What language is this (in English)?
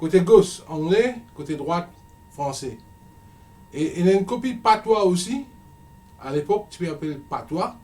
Morisyen